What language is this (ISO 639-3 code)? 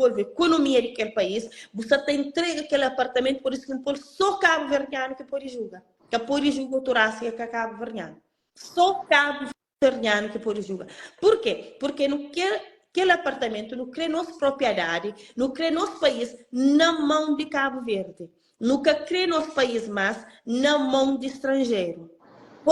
kea